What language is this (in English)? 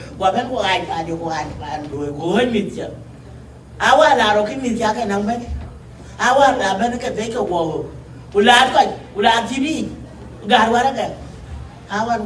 Dinka